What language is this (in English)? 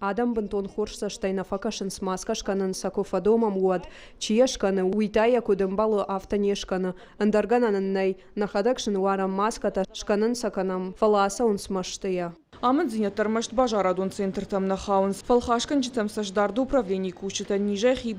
Ossetic